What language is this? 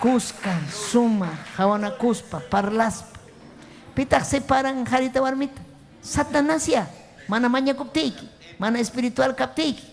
Ayacucho Quechua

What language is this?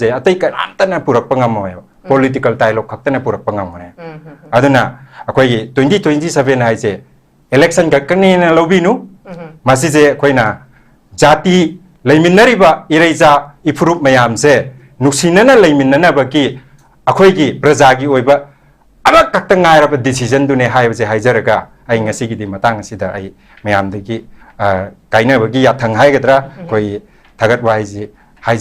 Manipuri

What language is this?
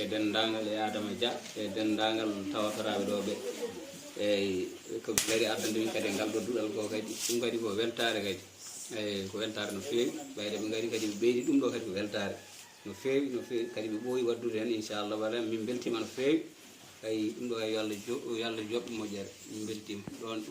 Fula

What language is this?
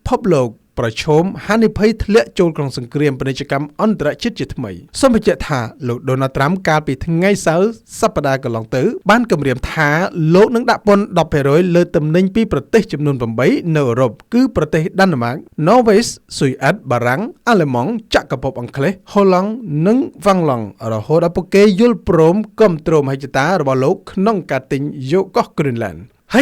Khmer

